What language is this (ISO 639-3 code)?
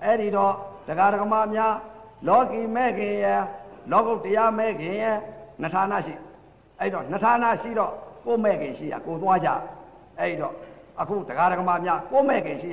mya